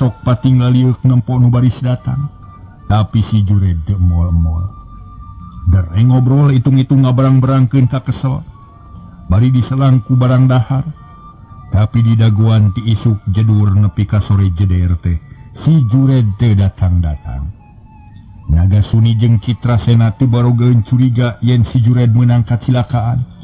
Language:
Sundanese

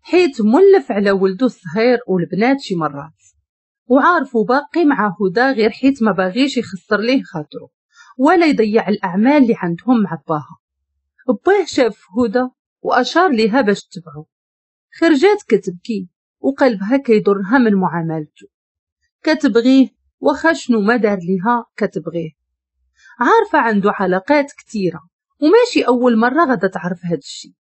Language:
Moroccan Arabic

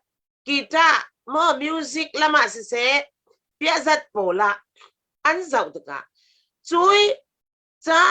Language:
Falam Chin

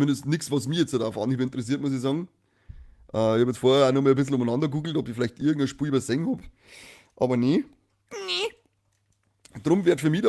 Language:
Bavarian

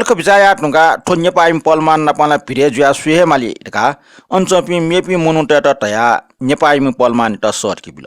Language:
Newari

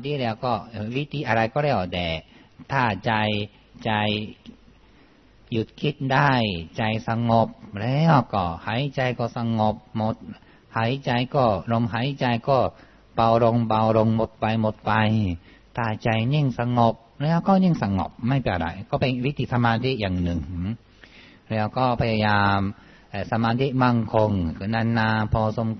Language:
Thai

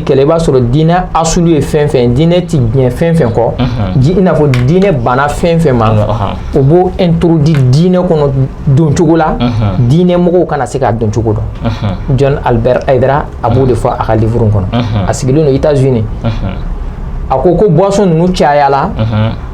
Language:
Bambara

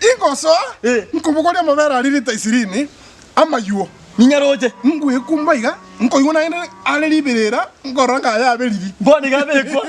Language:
Gusii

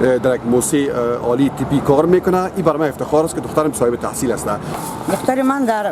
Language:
Tajik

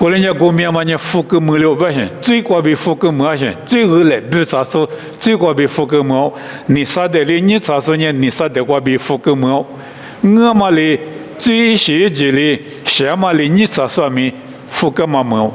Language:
Lisu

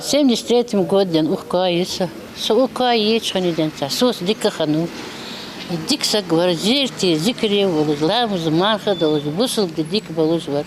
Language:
Ingush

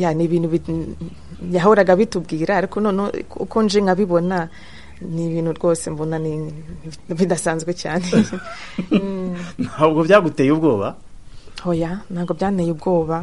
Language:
Kinyarwanda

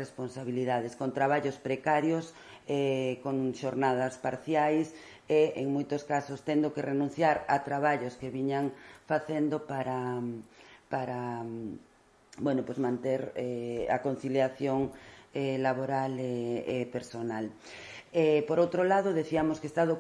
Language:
Galician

